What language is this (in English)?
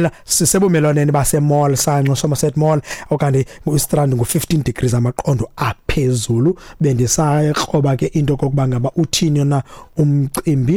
Xhosa